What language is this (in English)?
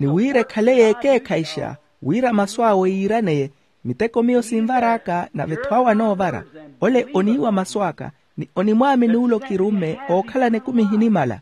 Makhuwa